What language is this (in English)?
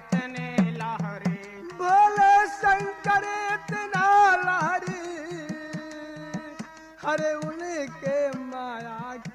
Bhojpuri